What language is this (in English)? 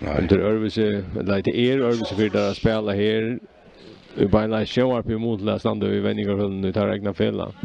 Faroese